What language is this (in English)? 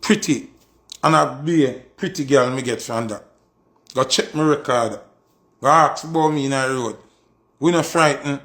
Jamaican Creole English